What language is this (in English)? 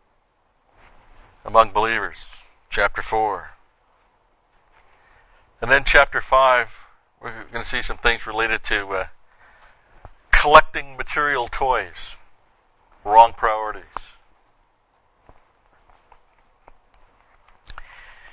English